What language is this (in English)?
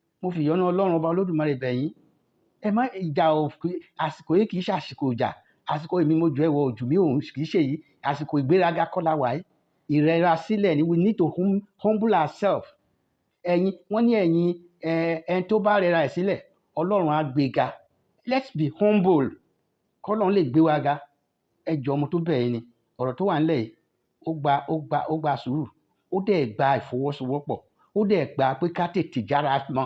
Yoruba